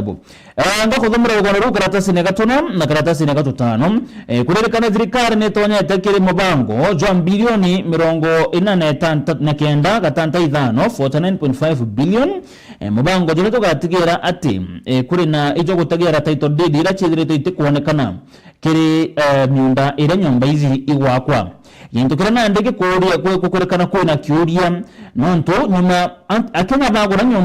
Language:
Meru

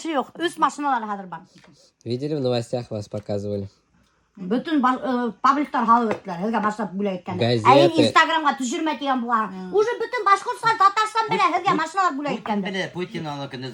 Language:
Bashkir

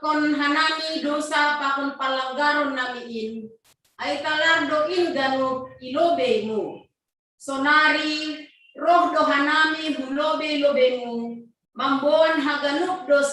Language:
Batak Simalungun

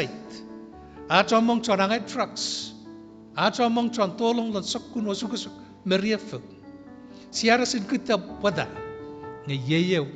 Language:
Chuukese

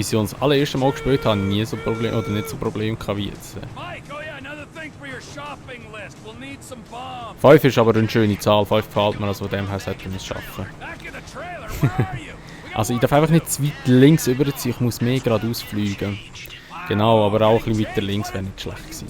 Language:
Swiss German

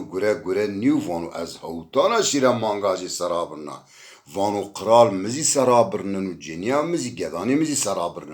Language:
Zaza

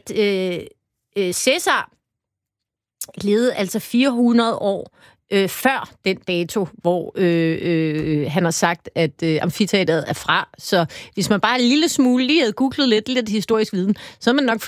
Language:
Danish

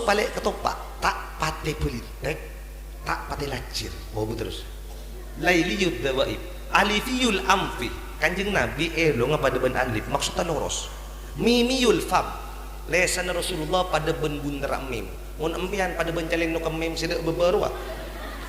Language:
Madurese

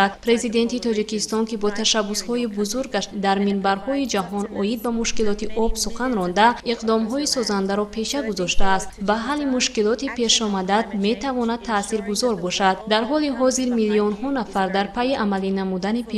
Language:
Tajik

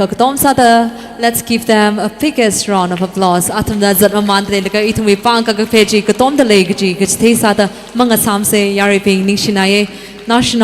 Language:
Tangkhul Naga (India)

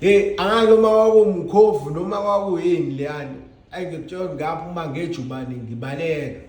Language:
Zulu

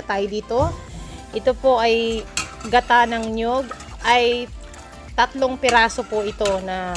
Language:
Filipino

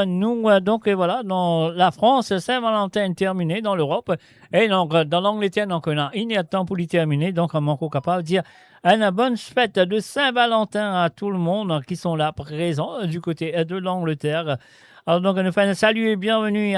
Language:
Morisyen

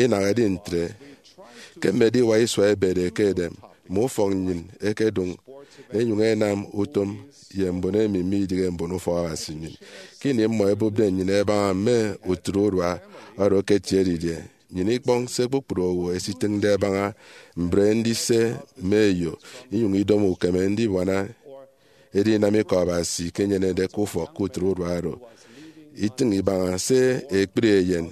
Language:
Efik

